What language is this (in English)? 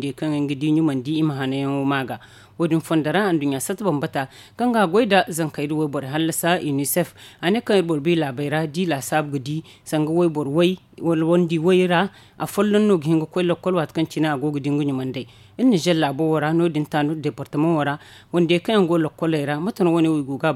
Zarma